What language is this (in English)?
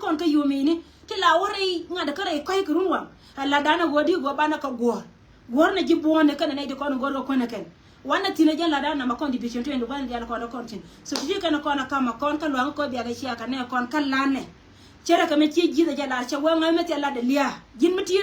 Nuer